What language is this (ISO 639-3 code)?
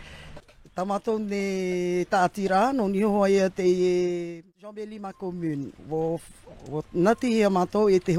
tah